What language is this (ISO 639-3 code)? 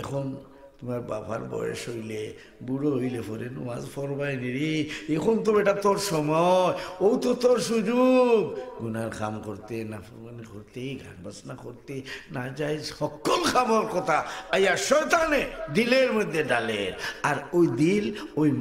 syl